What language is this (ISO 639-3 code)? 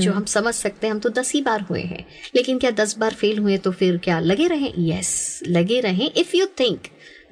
hin